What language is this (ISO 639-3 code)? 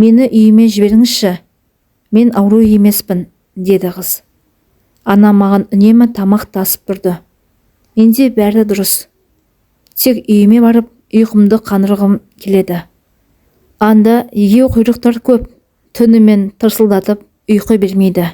kaz